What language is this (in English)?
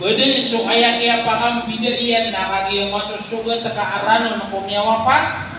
Maranao